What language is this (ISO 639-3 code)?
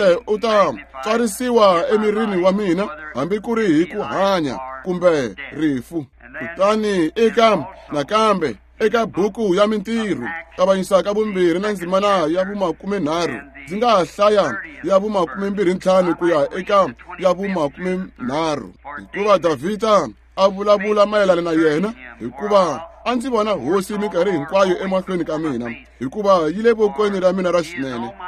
tso